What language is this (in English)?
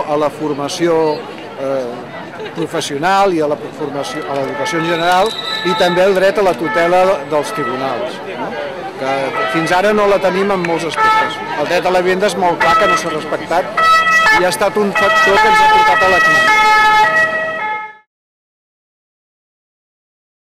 Catalan